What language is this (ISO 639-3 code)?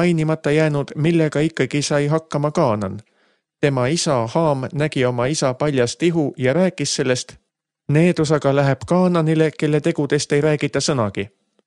est